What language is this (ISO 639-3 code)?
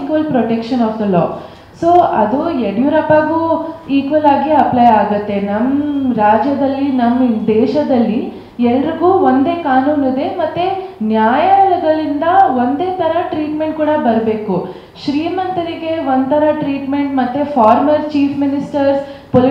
kan